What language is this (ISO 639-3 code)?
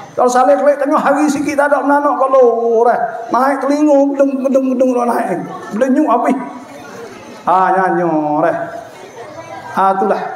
msa